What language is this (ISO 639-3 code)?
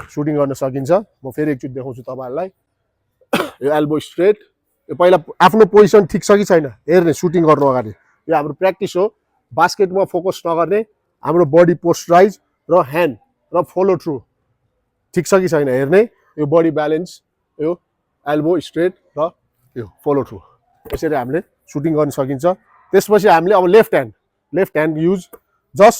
nep